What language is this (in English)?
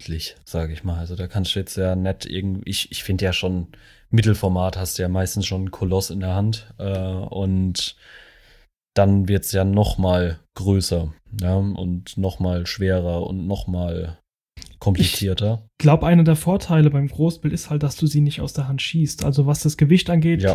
German